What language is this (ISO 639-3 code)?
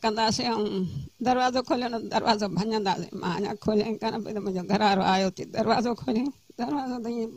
snd